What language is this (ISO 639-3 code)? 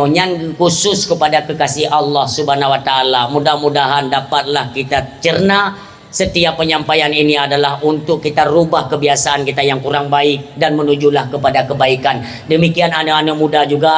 ace